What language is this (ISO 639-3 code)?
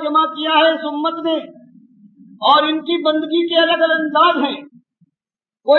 urd